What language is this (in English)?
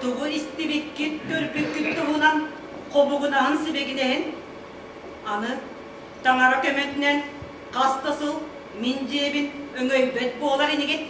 Yakut